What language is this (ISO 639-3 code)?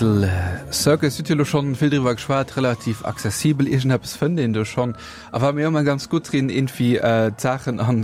ltz